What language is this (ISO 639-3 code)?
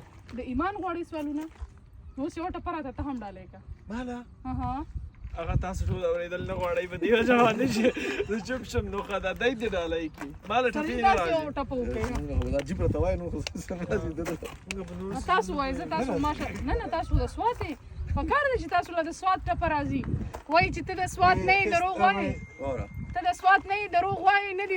pus